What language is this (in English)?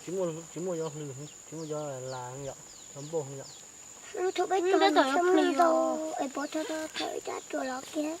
Hmong